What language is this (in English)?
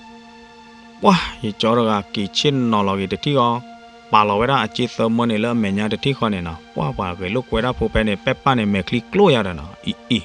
S'gaw Karen